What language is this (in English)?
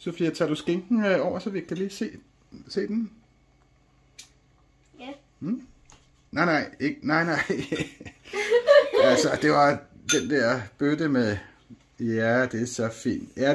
Danish